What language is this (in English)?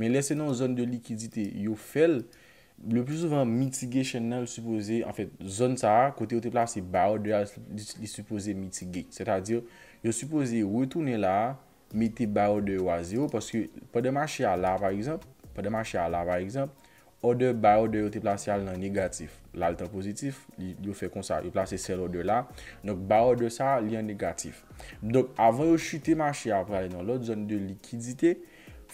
Haitian Creole